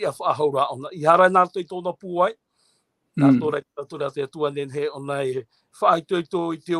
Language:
Tahitian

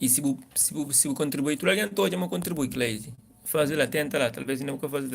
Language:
Kabuverdianu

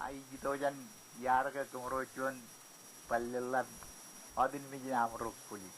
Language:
Marshallese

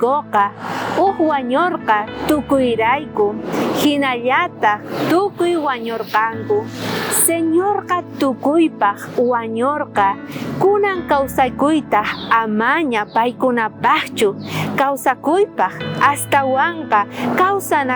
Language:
South Bolivian Quechua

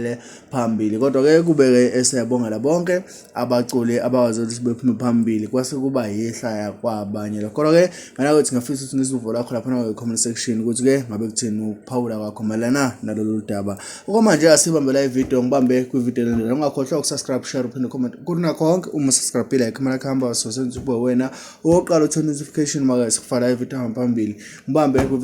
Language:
Zulu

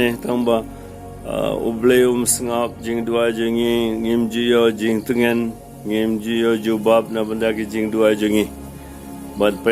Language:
Khasi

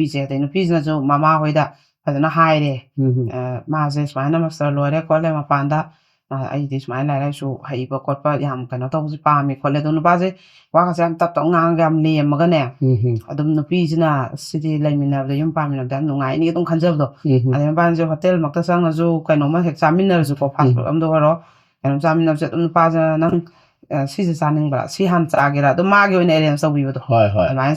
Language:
Manipuri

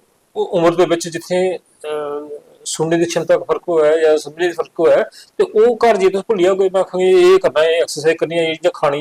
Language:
Dogri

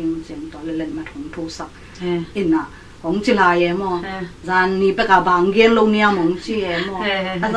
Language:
Tedim Chin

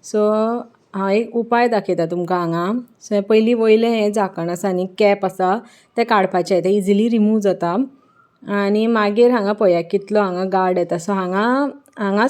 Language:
Konkani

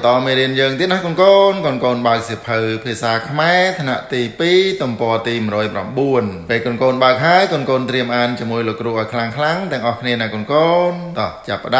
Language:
Khmer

